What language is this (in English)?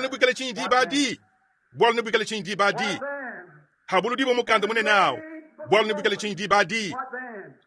Luba-Lulua